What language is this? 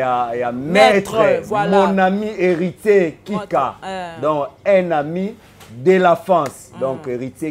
Lingala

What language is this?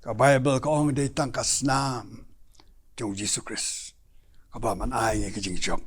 Khasi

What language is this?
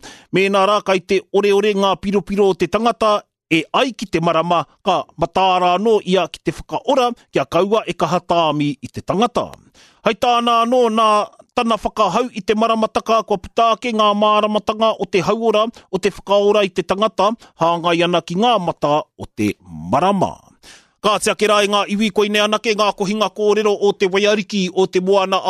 Māori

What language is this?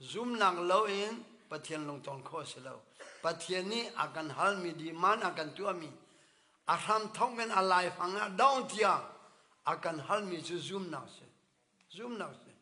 Hakha Chin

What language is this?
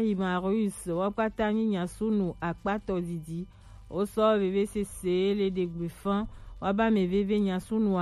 Gen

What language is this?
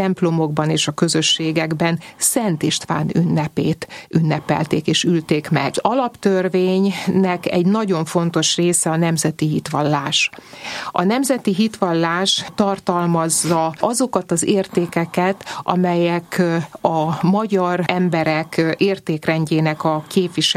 Hungarian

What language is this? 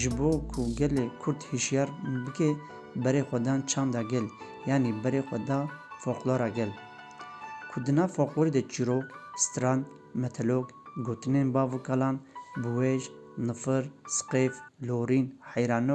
Kurdish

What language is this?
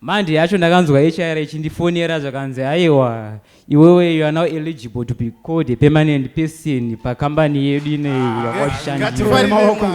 Shona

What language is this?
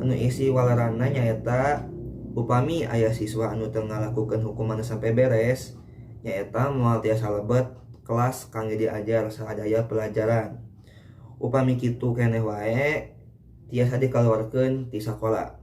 Sundanese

